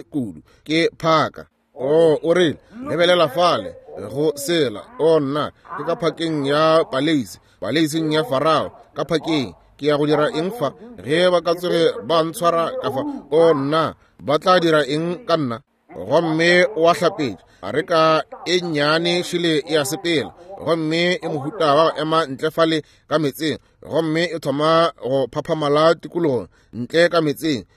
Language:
Northern Sotho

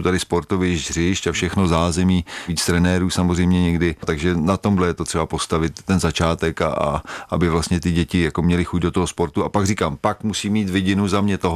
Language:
Czech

